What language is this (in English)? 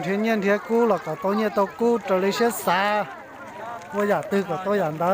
Hmong